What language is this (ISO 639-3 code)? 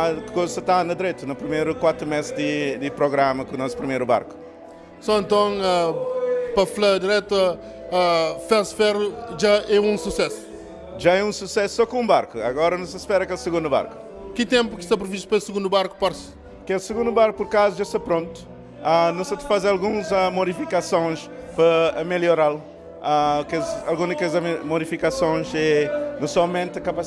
kea